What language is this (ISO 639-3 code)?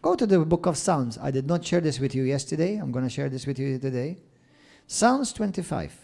eng